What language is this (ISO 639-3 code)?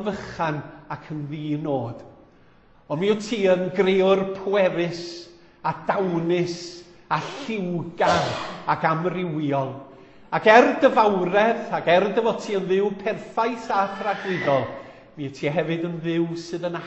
cym